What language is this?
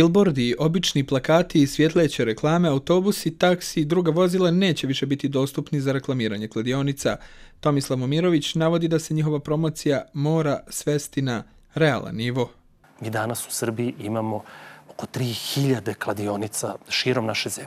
Serbian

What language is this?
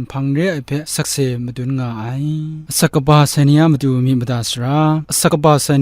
Kachin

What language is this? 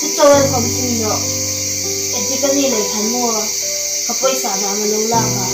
Hmar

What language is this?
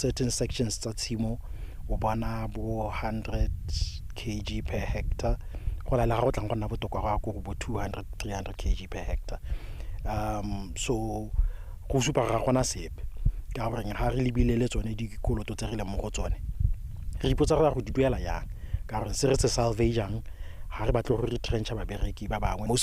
Tswana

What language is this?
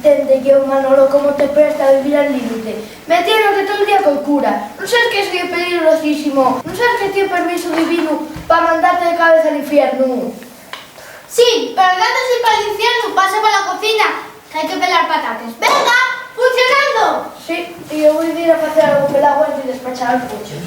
Asturian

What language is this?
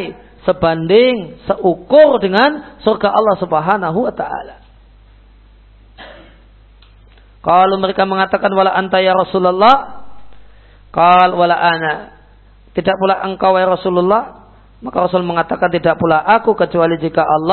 Indonesian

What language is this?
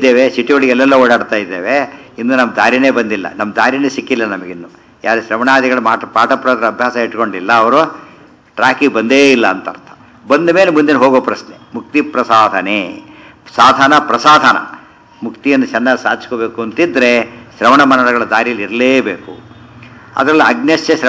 Kannada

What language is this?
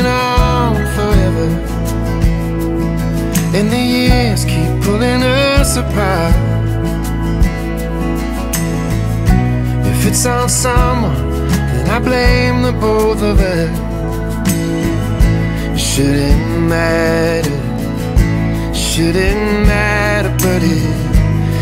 English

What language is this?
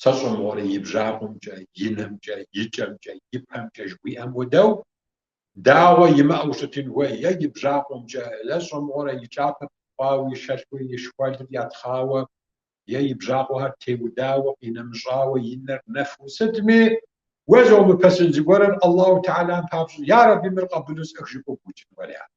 Kabardian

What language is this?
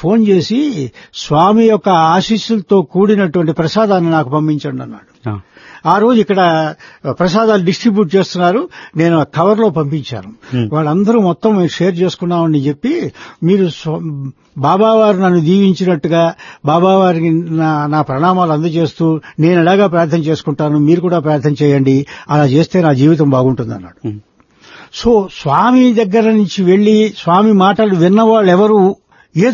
Telugu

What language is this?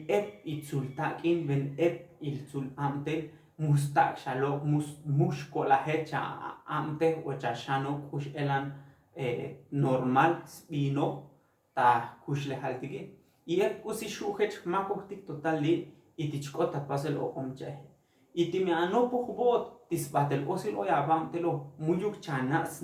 Tzotzil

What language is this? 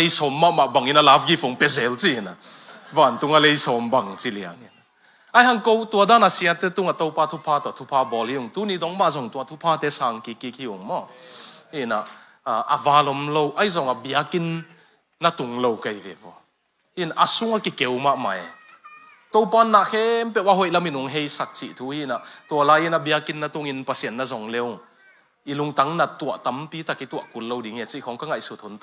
Tedim Chin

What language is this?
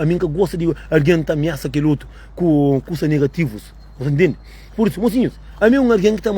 Kabuverdianu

